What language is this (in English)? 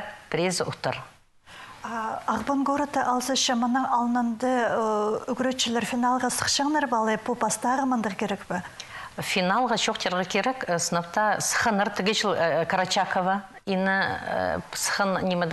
Khakas